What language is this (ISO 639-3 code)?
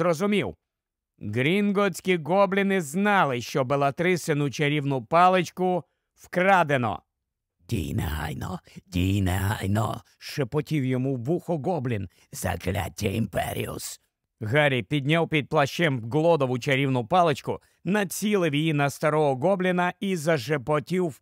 ukr